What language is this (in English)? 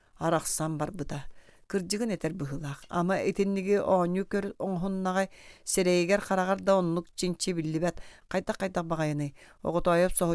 Yakut